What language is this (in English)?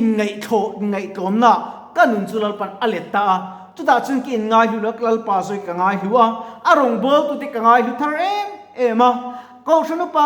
Mizo